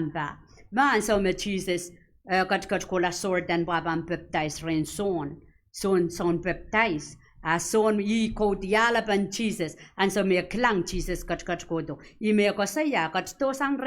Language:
Pohnpeian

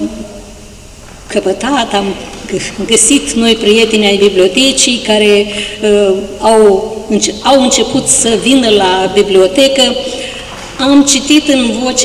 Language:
Romanian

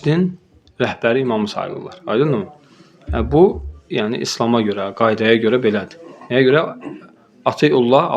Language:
Azerbaijani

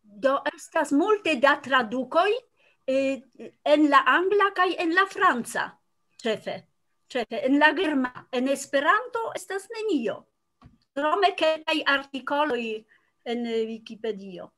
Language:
Esperanto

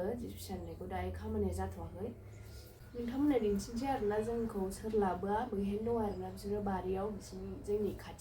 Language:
Bodo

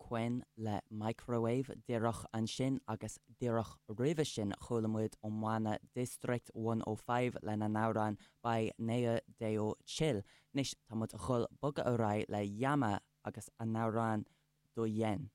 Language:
Irish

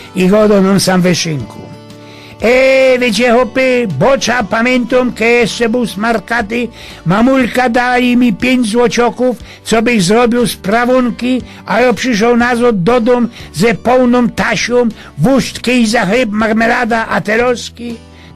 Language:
Silesian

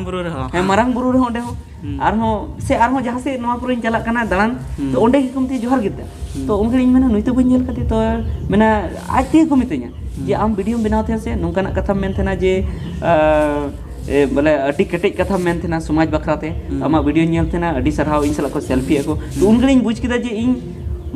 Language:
Santali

